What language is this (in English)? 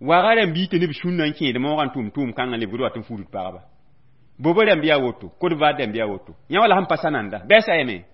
Mossi